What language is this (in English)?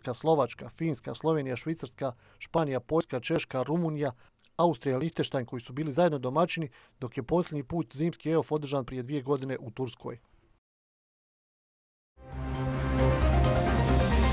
Bosnian